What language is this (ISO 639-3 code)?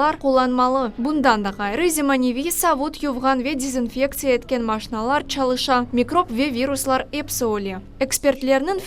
crh